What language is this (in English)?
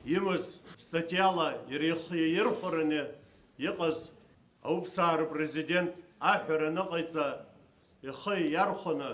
Abkhazian